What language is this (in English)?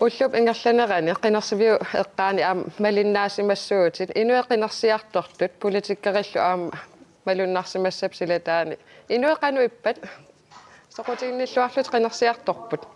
Kalaallisut